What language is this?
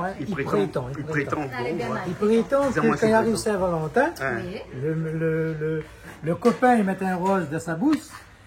Réunion Creole French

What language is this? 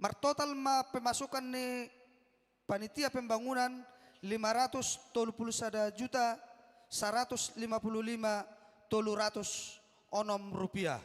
Batak Toba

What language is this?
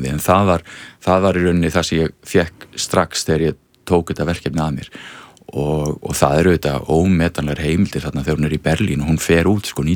Icelandic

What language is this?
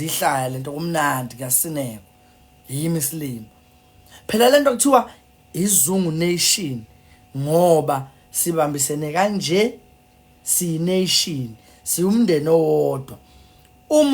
Zulu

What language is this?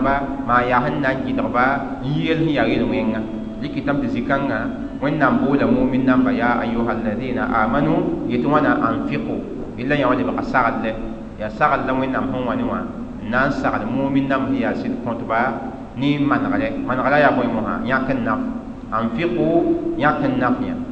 Mossi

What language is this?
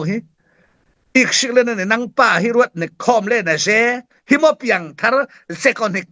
Falam Chin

